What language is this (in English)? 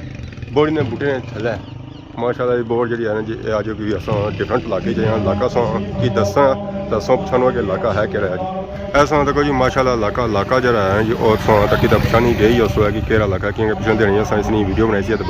Pahari-Potwari